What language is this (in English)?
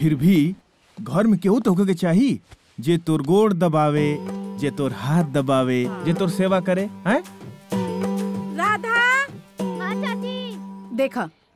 Bhojpuri